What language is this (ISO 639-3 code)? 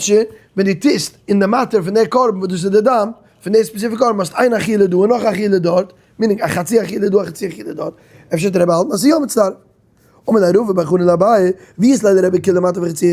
yid